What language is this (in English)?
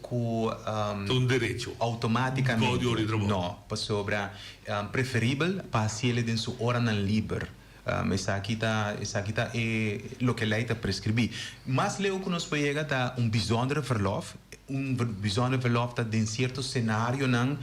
Papiamento